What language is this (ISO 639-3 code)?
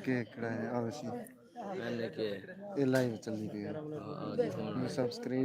skr